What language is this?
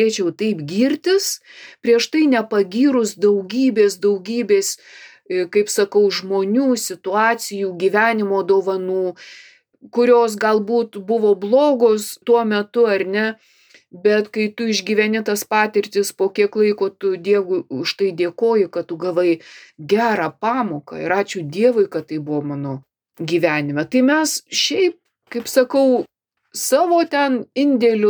Lithuanian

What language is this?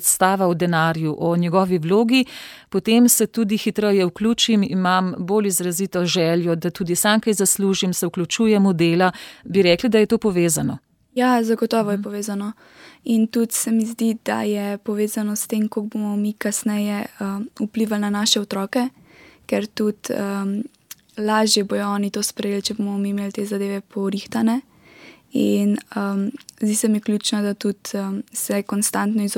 Slovenian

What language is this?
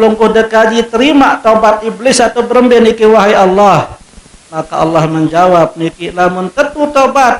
Sasak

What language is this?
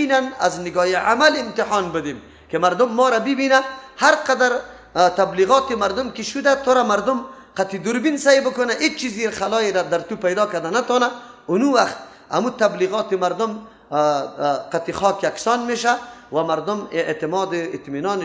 Persian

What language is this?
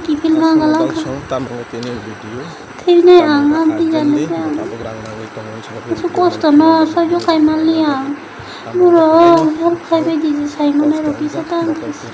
Kok Borok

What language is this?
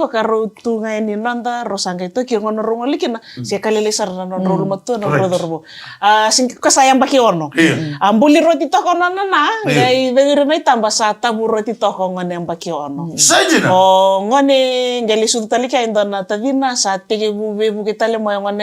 Fijian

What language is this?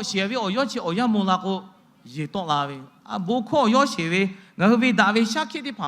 Lahu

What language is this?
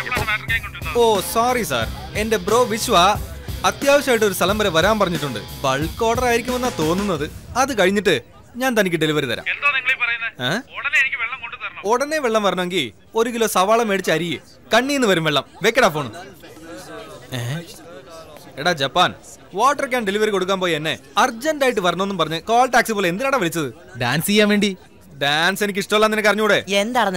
Malayalam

